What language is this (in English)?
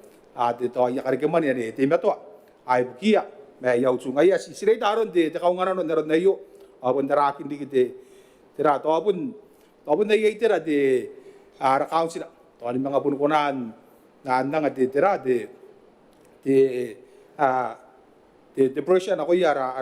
Gilbertese